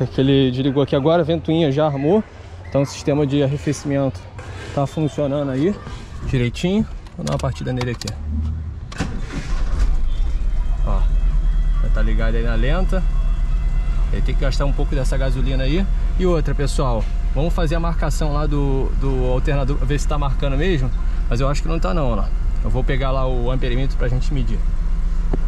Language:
Portuguese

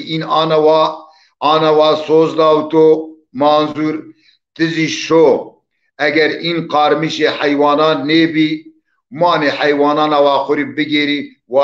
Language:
Zaza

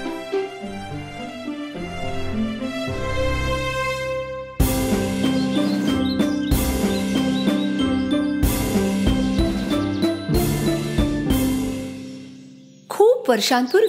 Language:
Marathi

